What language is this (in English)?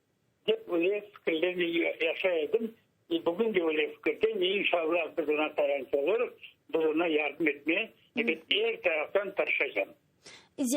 Crimean Tatar